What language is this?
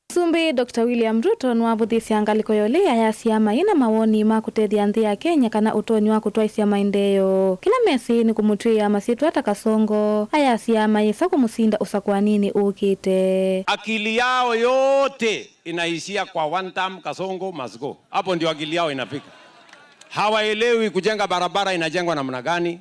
Kamba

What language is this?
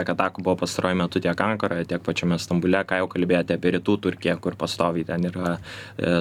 Lithuanian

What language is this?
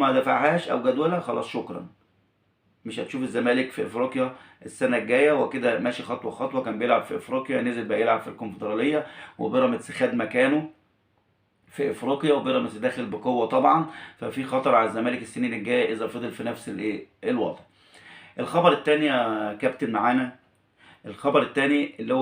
Egyptian Arabic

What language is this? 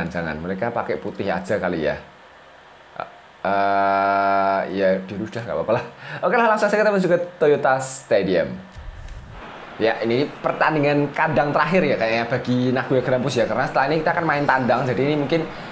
Indonesian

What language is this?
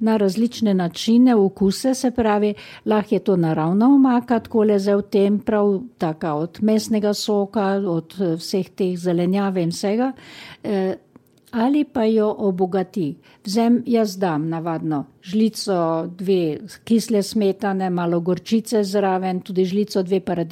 Slovenian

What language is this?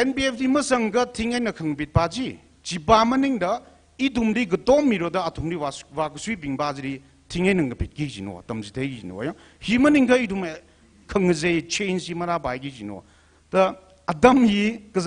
Tangkhul Naga (India)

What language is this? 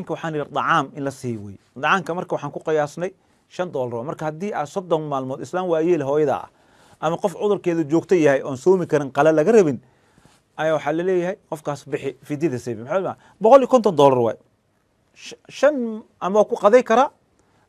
Somali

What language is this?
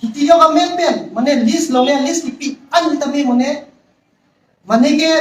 Karbi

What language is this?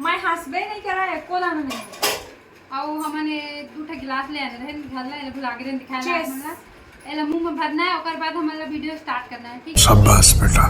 Chhattisgarhi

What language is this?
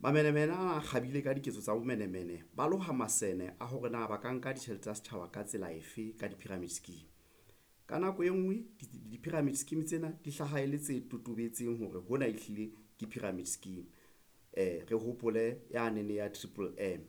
Southern Sotho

